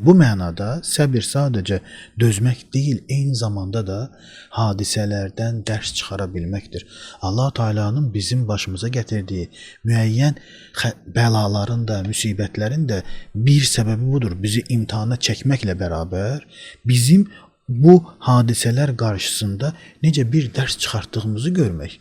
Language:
Azerbaijani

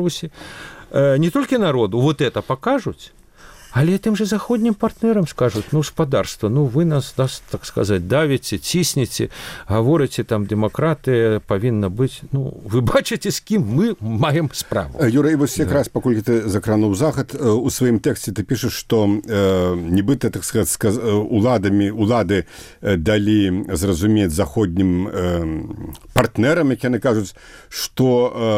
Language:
Belarusian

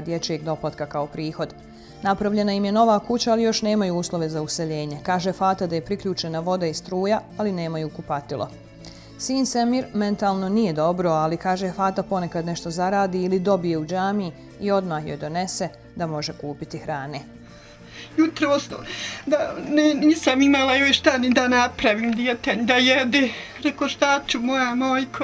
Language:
Bosnian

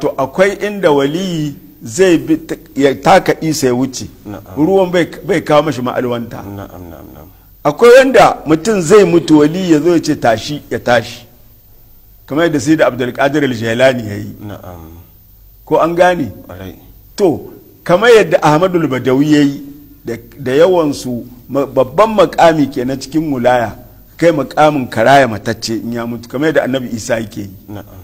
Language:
Hausa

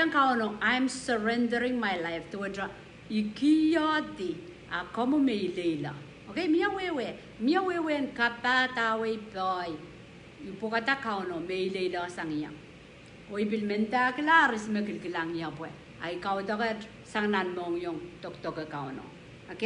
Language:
Pohnpeian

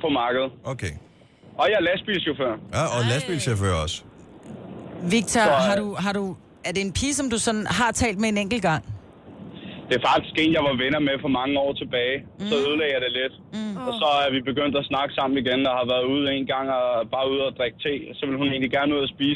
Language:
Danish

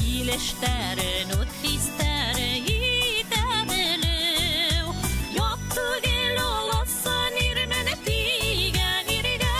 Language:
Bashkir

